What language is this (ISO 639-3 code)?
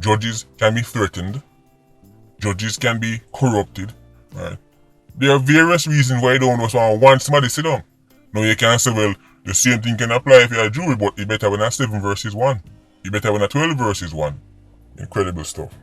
jam